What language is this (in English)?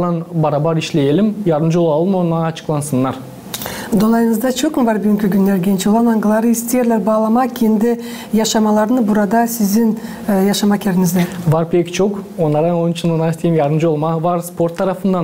Gagauz